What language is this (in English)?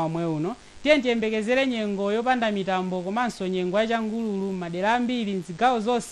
Nyanja